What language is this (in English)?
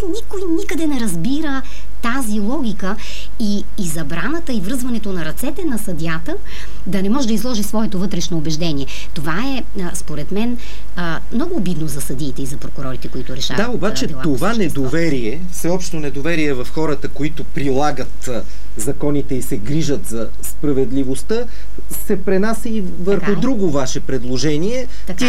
Bulgarian